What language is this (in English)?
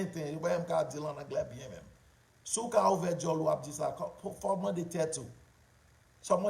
Haitian Creole